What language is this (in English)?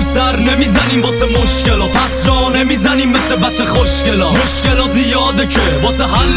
Persian